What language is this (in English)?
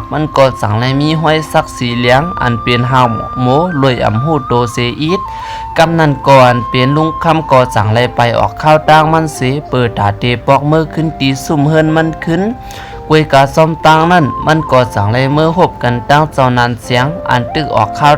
Shan